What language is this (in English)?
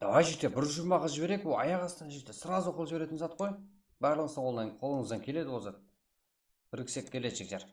Kara-Kalpak